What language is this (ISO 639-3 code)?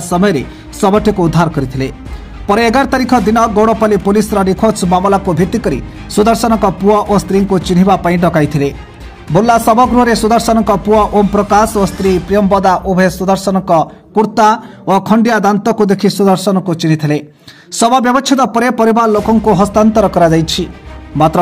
ori